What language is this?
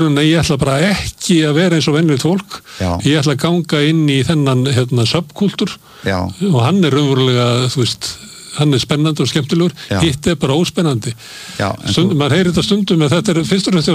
Icelandic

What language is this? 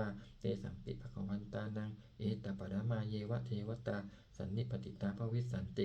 Pali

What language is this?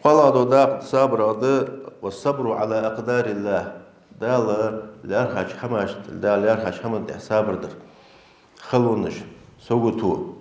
Ingush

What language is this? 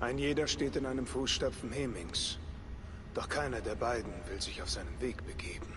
Swiss German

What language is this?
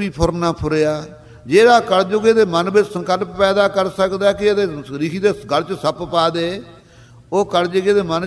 Punjabi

